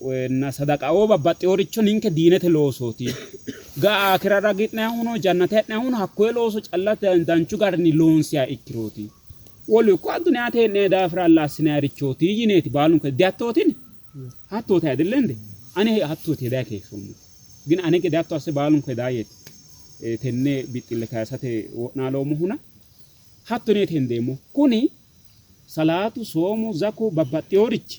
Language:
Sidamo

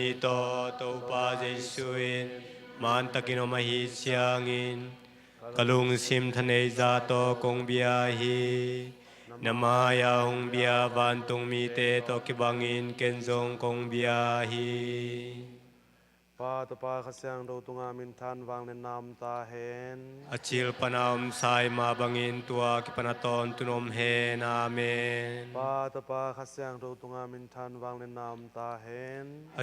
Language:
Tedim Chin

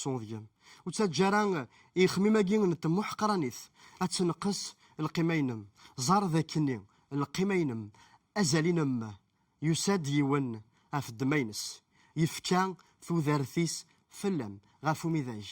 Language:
Kabyle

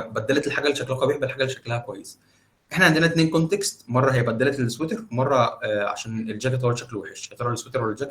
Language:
Egyptian Arabic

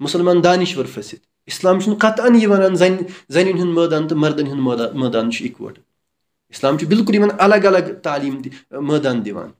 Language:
Kashmiri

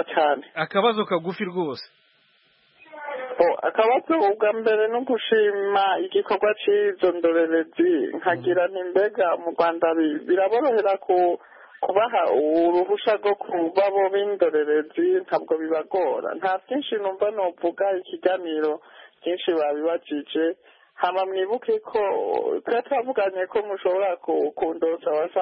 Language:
Kinyarwanda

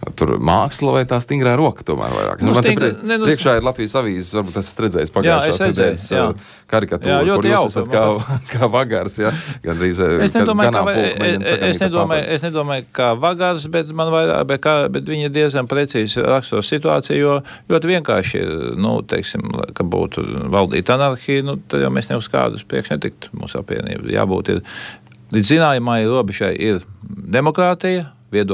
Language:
Latvian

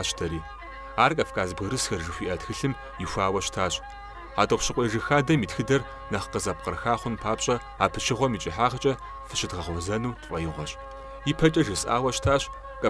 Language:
Kabardian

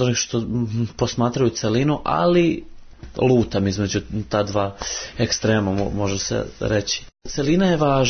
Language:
Serbian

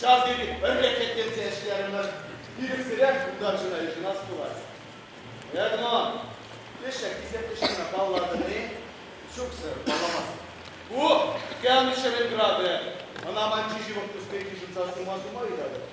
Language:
Chuvash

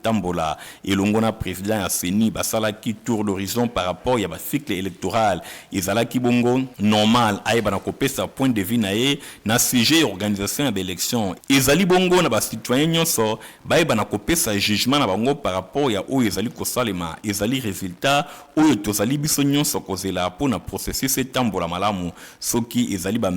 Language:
Lingala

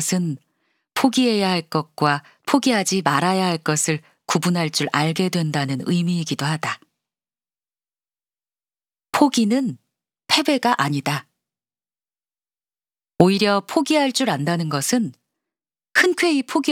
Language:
Korean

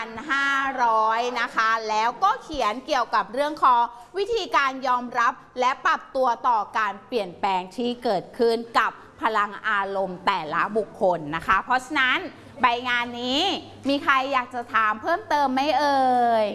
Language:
Thai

